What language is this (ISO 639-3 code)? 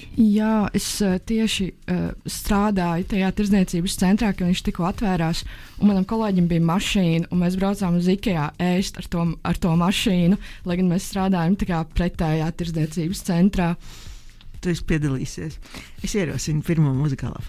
lav